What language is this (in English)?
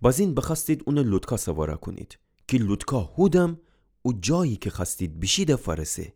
Gilaki